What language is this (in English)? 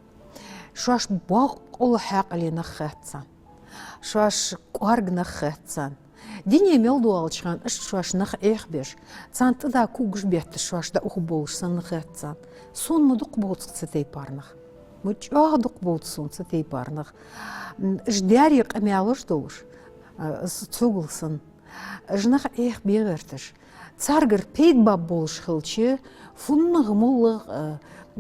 Ingush